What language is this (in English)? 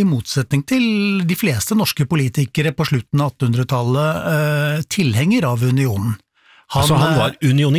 Norwegian